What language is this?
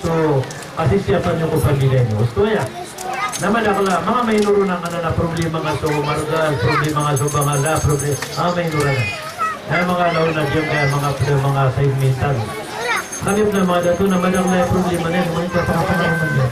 Maranao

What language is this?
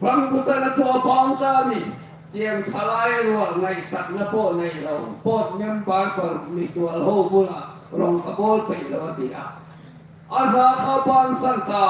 Hmar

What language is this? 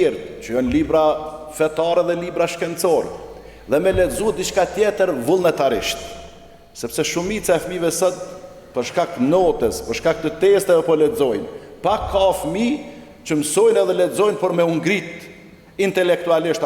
Albanian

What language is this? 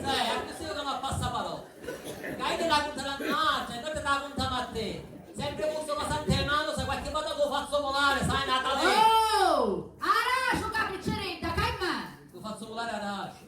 Sicilian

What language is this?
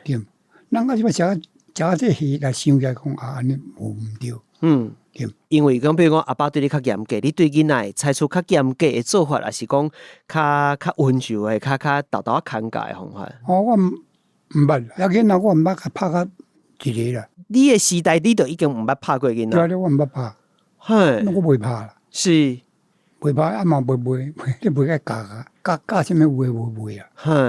Min Nan Chinese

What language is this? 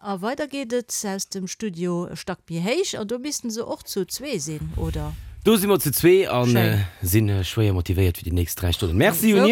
Luxembourgish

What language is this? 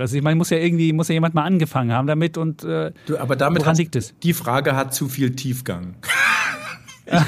German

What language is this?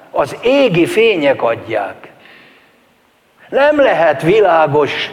Hungarian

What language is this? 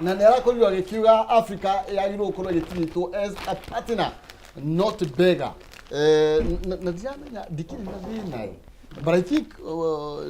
Kikuyu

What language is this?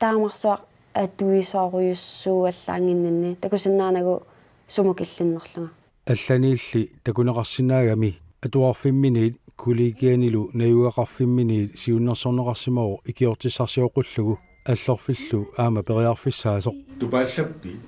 Kalaallisut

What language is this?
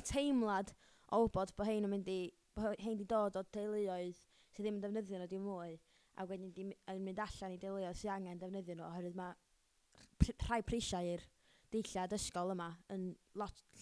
Welsh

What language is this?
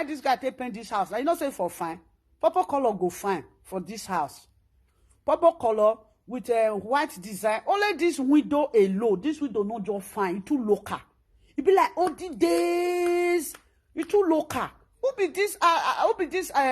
Nigerian Pidgin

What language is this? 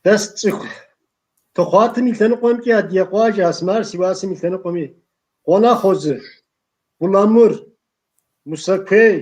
Kabardian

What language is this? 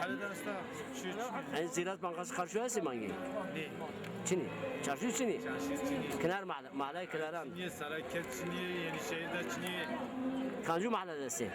Zaza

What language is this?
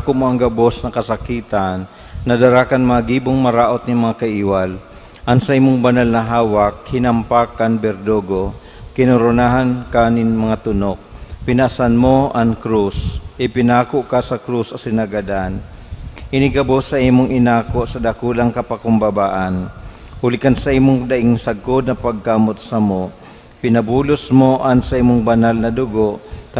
Bikol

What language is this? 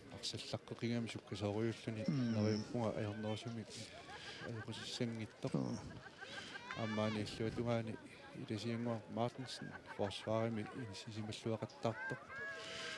Kalaallisut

